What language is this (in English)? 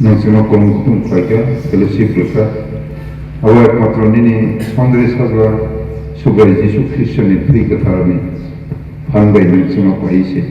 Kok Borok